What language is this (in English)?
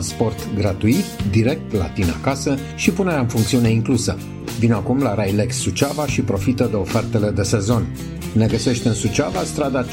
Romanian